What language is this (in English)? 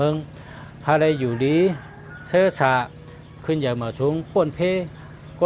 Shan